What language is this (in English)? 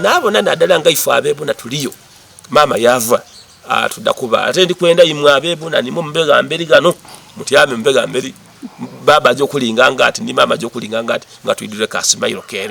Soga